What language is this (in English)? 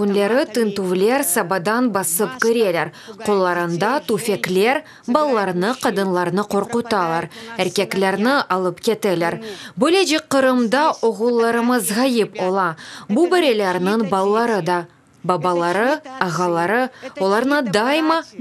Crimean Tatar